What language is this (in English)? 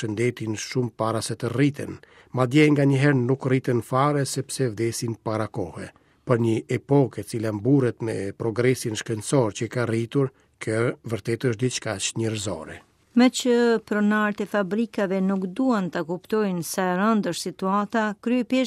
Albanian